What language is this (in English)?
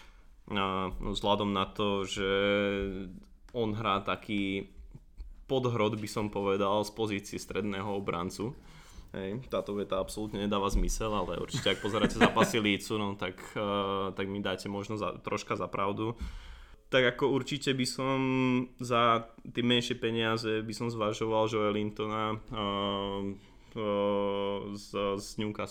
Slovak